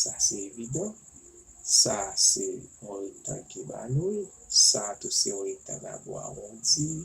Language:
Haitian Creole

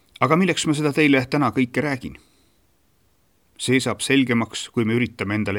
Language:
Estonian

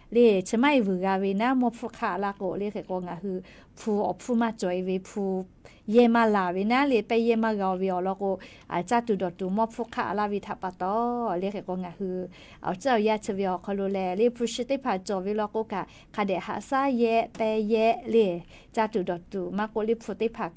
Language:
Lahu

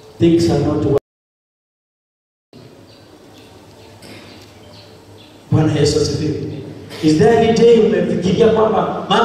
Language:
Swahili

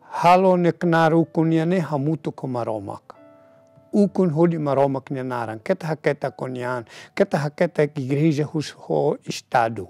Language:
Tetum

